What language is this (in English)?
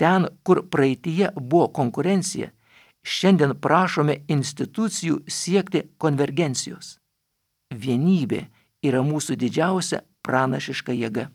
Lithuanian